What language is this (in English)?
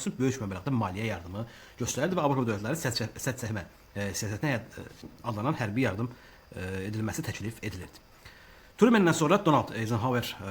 Azerbaijani